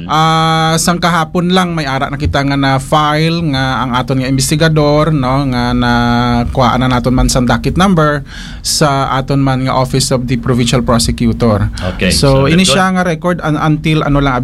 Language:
Hiligaynon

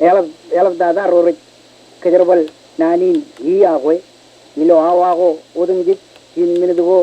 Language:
Marshallese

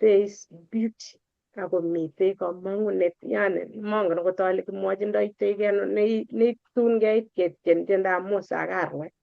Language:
Kalenjin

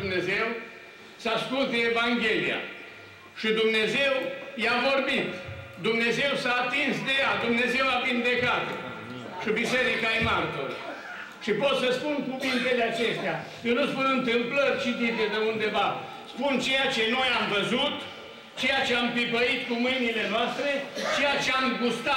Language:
Romanian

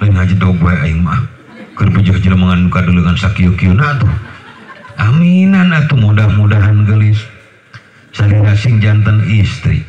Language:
Sundanese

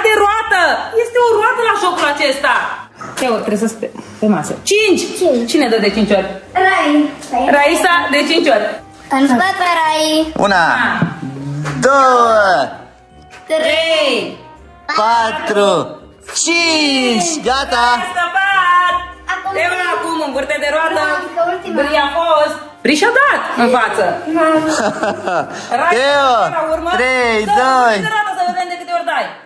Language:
Romanian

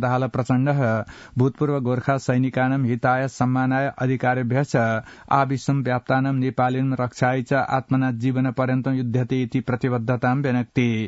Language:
Sanskrit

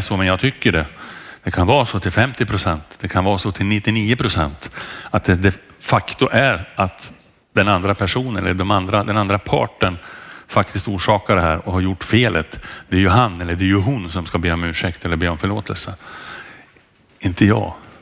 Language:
Swedish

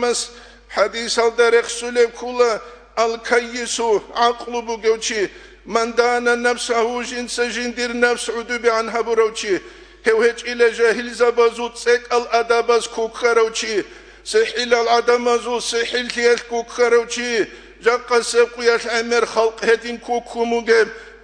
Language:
Avaric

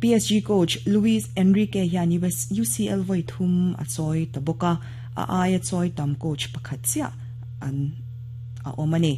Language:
Mizo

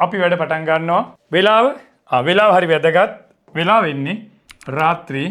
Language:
Sinhala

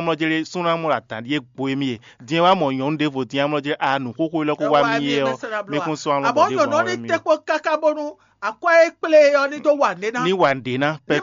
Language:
Fon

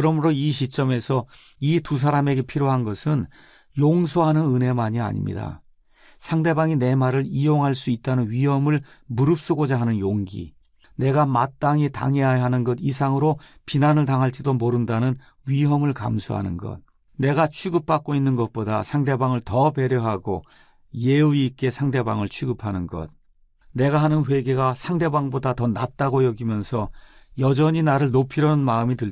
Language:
Korean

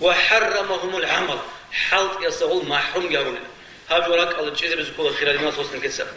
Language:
Avaric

